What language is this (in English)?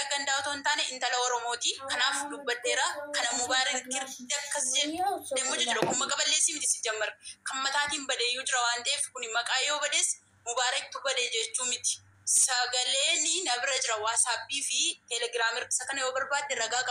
Oromo